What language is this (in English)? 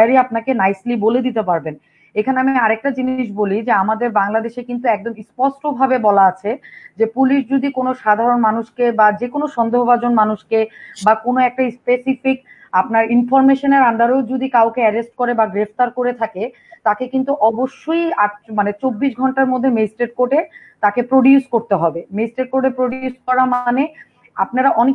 Bangla